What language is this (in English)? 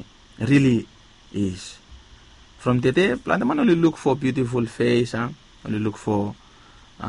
Bislama